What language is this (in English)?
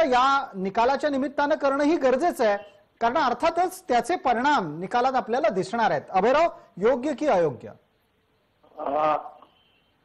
Marathi